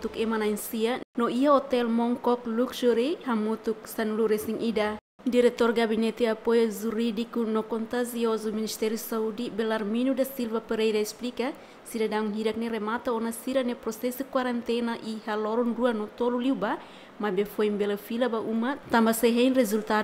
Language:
Tetum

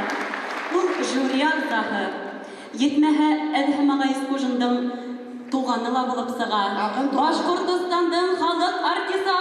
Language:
Bashkir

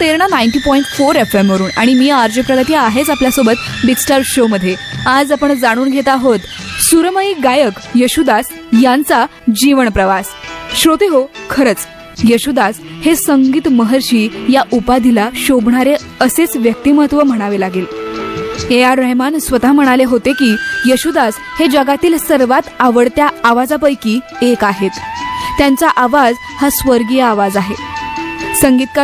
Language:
Marathi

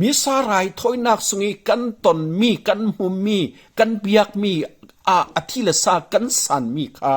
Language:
Falam Chin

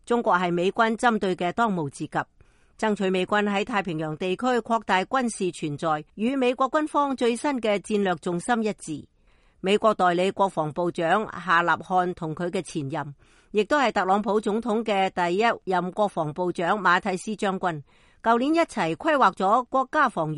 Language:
Cantonese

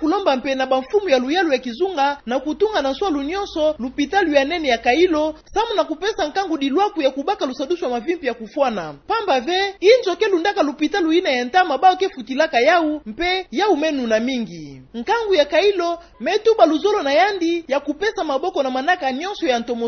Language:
Kituba (Democratic Republic of Congo)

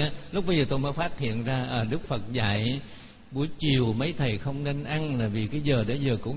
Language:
Vietnamese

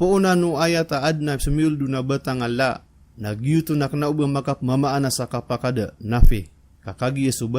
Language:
Maranao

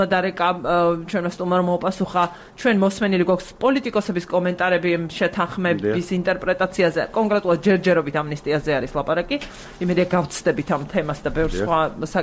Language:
Georgian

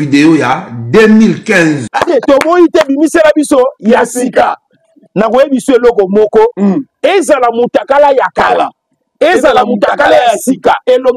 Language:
Lingala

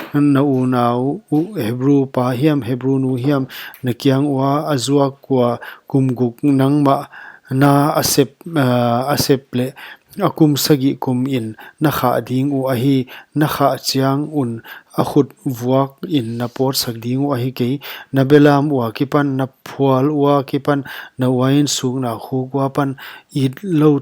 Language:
Paite Chin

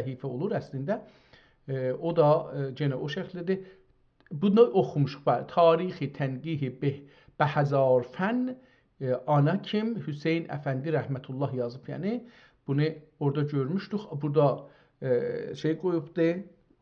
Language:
South Azerbaijani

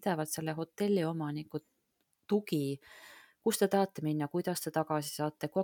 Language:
Estonian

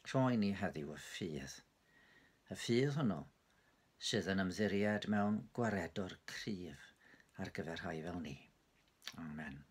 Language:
Welsh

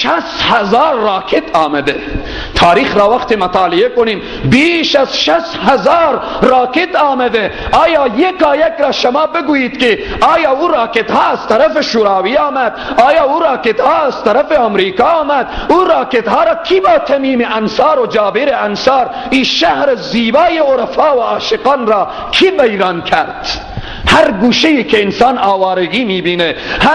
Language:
Persian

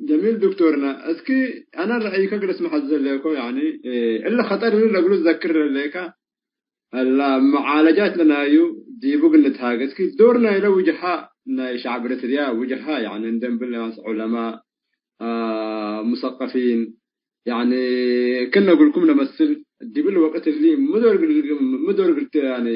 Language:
Tigre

